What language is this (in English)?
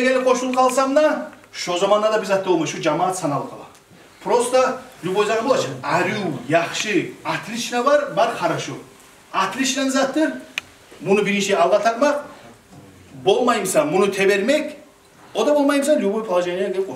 Kumyk